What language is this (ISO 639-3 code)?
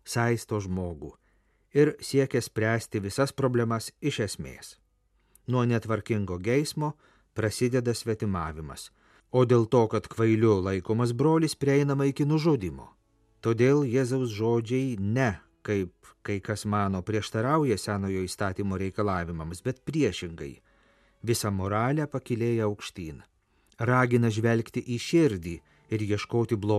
lit